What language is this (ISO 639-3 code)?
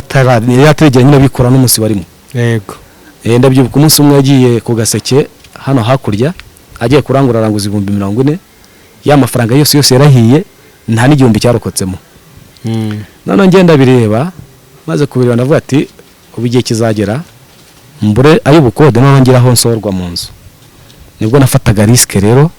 kin